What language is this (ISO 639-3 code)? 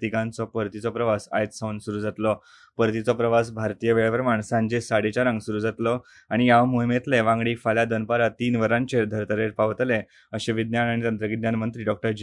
kok